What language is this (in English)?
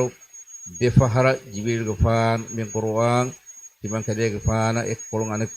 Divehi